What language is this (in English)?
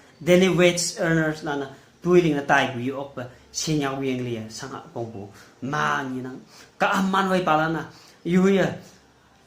Konyak Naga